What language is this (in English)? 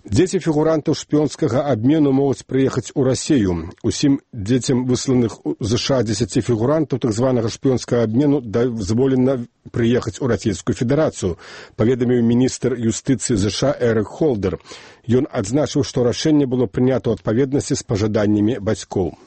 Belarusian